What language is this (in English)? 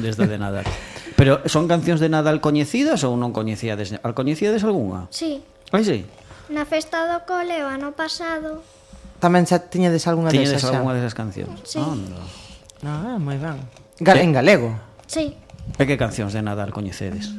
Galician